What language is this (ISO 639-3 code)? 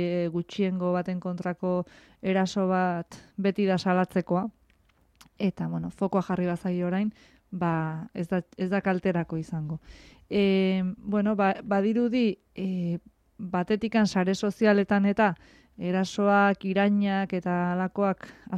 eus